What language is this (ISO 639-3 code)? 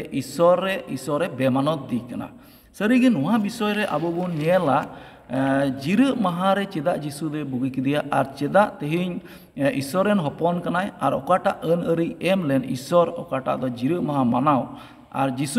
sat